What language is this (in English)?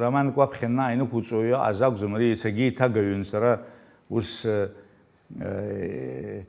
Abkhazian